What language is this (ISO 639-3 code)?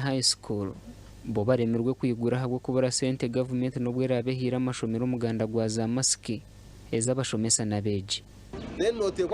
nyn